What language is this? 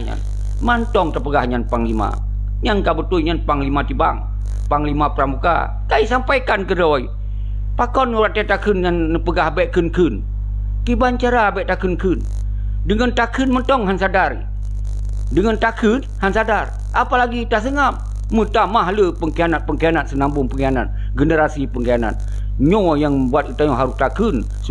Achinese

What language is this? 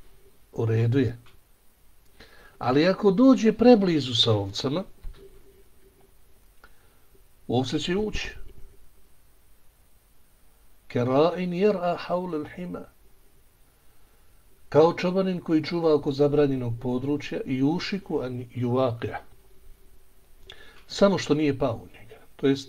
Bosnian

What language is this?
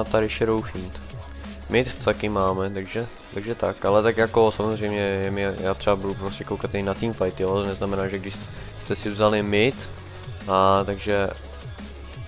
Czech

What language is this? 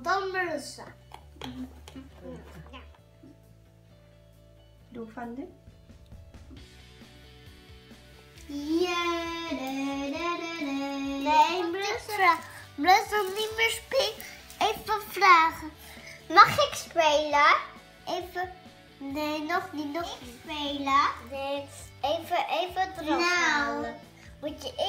Dutch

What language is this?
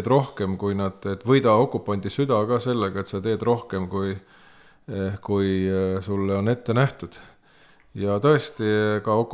Estonian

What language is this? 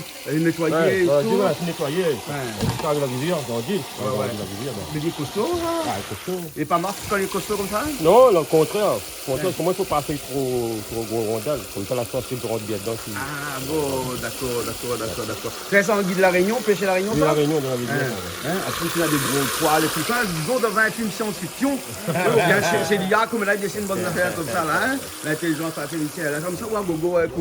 Réunion Creole French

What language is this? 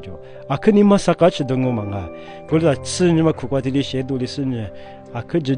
Lisu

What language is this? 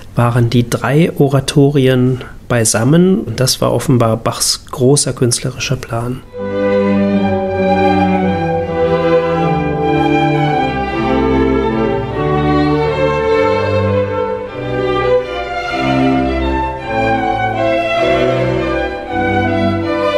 German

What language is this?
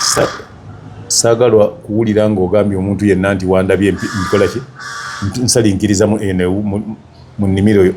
Ganda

